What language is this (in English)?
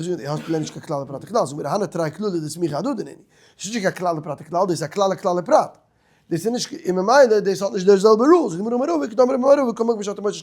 Yiddish